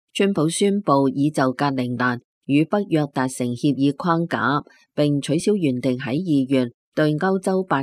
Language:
Cantonese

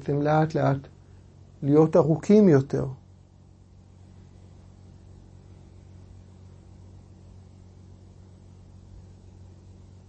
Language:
Hebrew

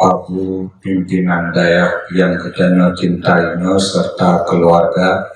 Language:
Achinese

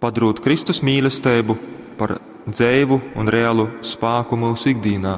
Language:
Latgalian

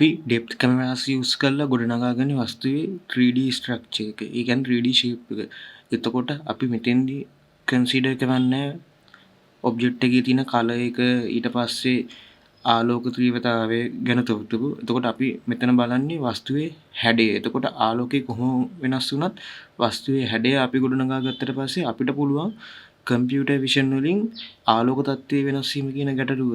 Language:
Sinhala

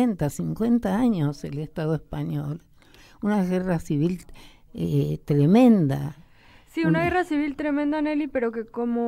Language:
Spanish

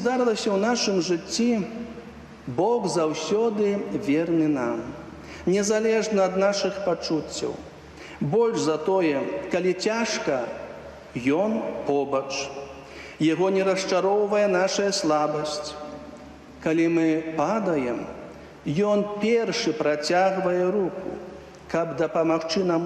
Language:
Belarusian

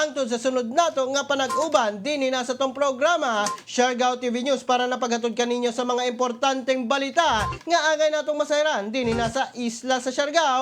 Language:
Cebuano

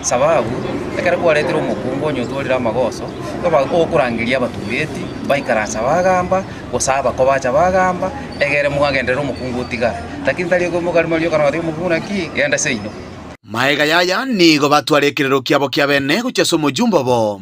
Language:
Gusii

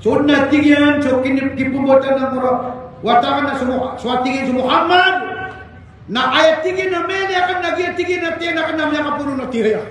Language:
Maranao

